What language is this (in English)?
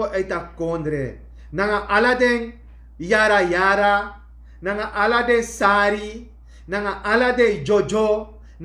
Sranan Tongo